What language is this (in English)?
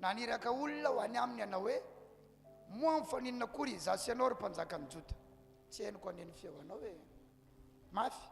Malagasy